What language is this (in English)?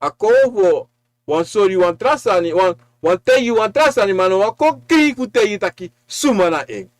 Sranan Tongo